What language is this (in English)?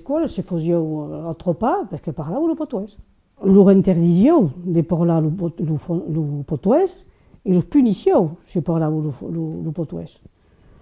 Occitan